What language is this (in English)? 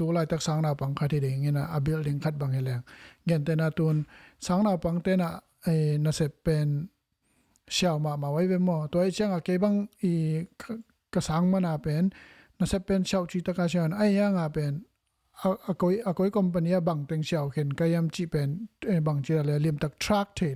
Tedim Chin